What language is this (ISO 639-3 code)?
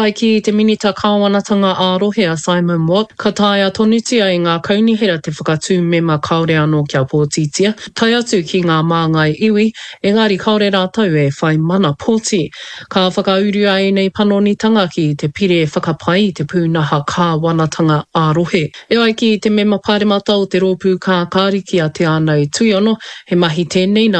mri